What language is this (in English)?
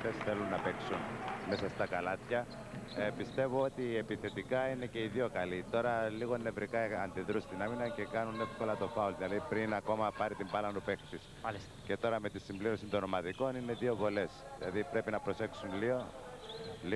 Greek